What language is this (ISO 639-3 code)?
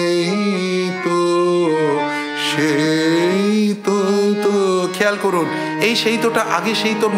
ben